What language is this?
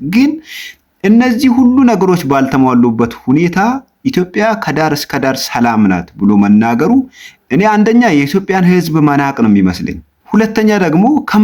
Amharic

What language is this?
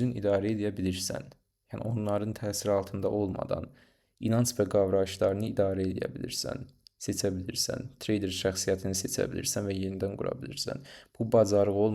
Azerbaijani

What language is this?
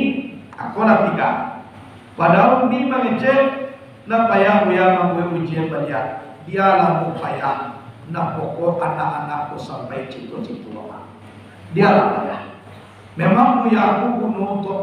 Minangkabau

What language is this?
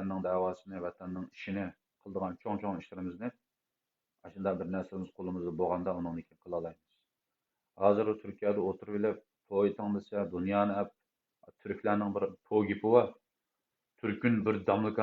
Uyghur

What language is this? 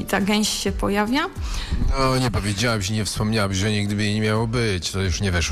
Polish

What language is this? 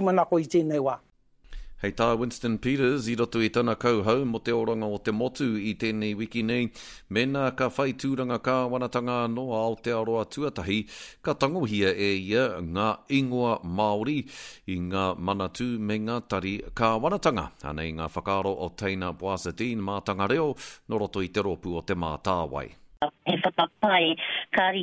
Māori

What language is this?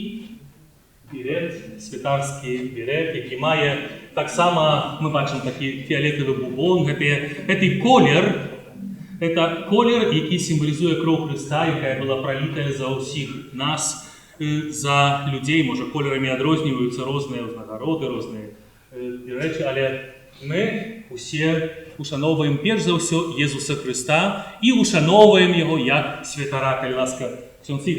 Belarusian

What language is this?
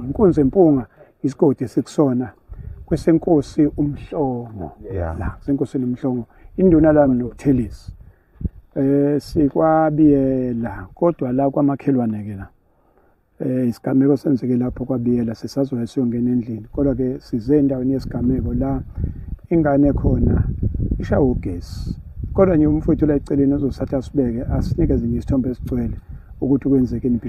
Zulu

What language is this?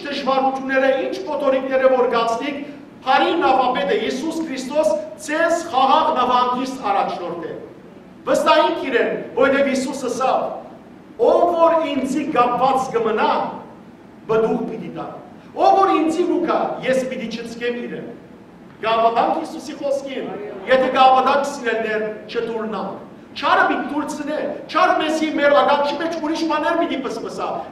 Western Armenian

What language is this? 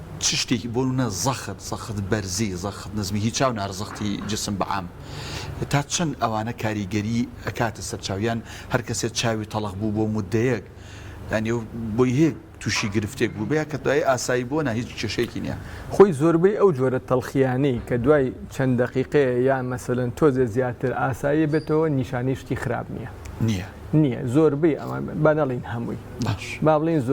Central Kurdish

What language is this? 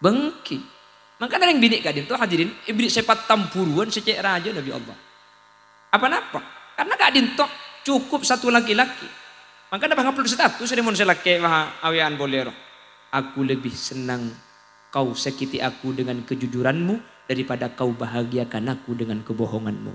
Madurese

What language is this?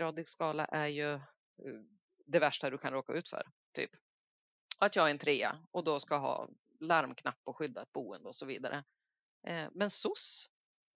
Swedish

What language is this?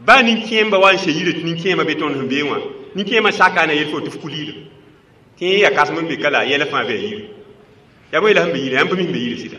Mossi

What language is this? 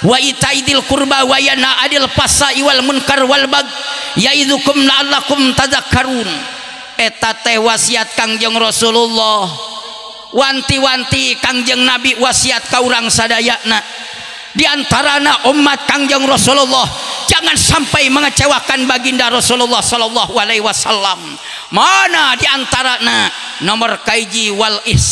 Sundanese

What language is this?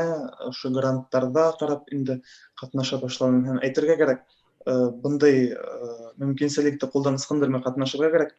Bashkir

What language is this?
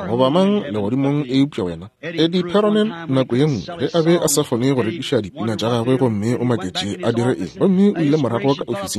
Northern Sotho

